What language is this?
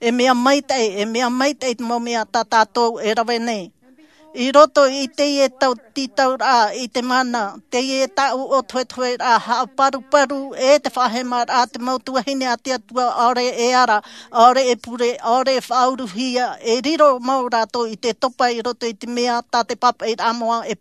Tahitian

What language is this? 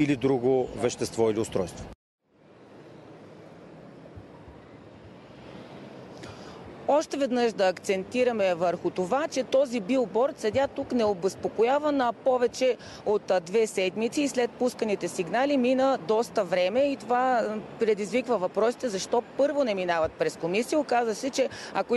Bulgarian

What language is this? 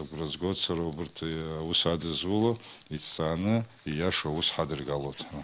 Abkhazian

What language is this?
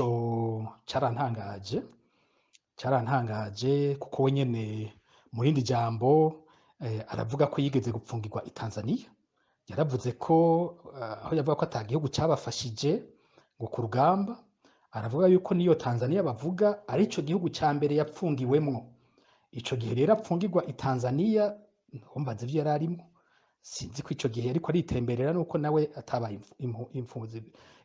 Rundi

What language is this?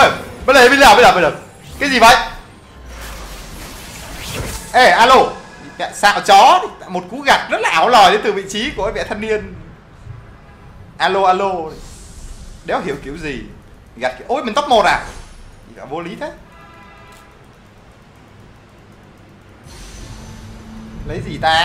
Vietnamese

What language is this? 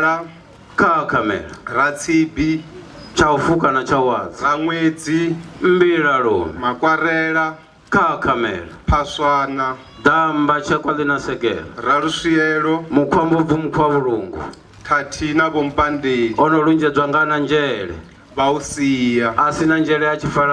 Venda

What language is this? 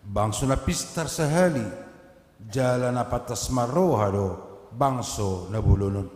Batak Toba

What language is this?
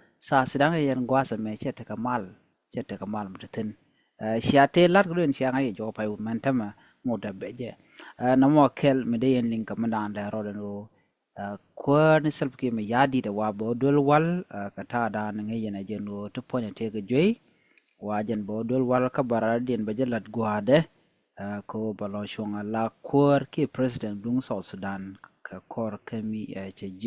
Nuer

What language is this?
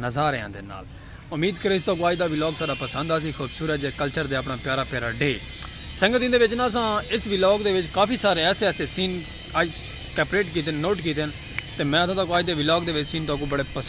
Saraiki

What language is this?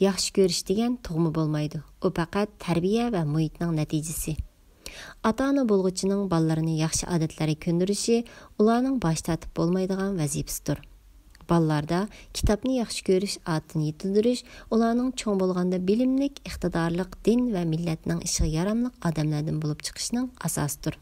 Uyghur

